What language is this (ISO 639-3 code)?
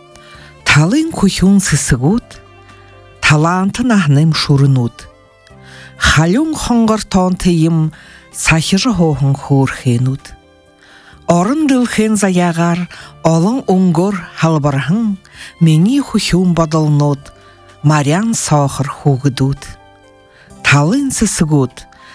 bua